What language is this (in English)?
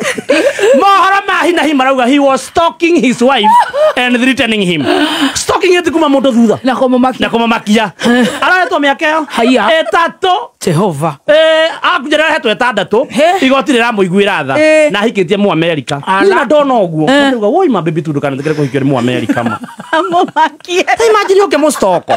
Kikuyu